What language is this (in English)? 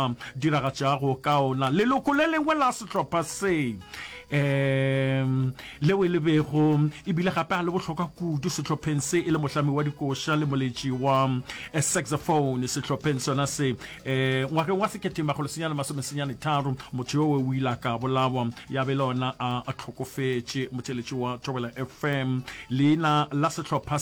Northern Sotho